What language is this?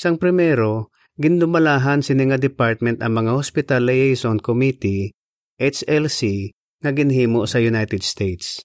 Hiligaynon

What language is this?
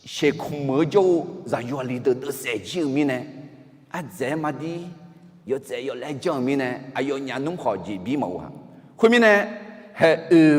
Akha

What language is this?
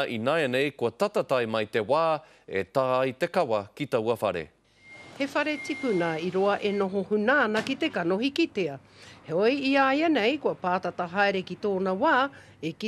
Māori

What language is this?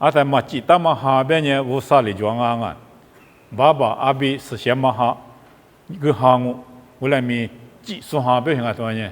Lisu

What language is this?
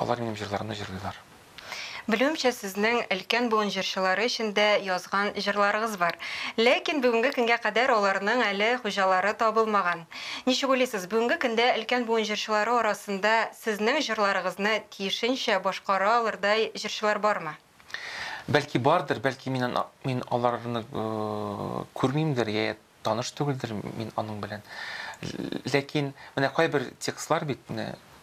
Tatar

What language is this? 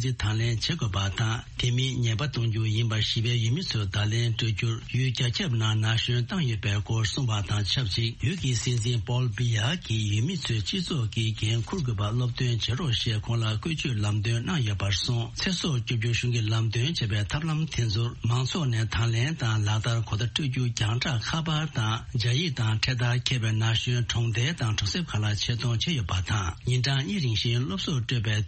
Tibetan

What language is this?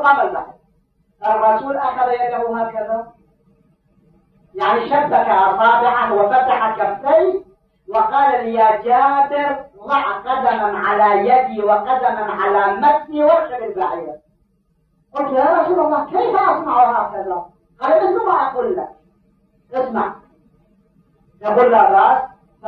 Arabic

